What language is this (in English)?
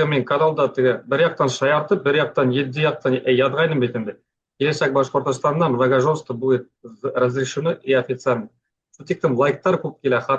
Bashkir